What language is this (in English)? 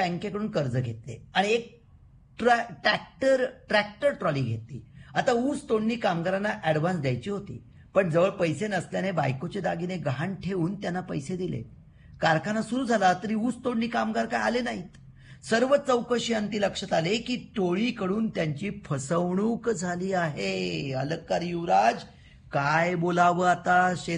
Marathi